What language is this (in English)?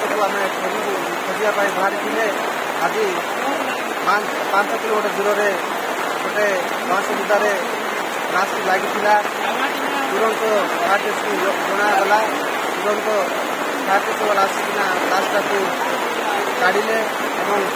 Odia